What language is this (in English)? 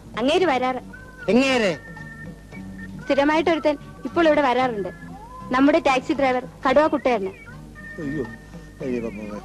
Malayalam